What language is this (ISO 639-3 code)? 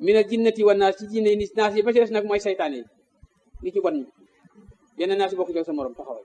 wol